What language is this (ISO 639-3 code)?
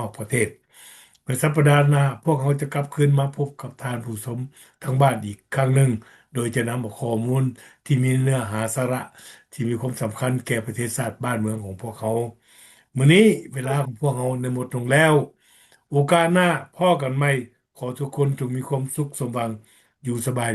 lao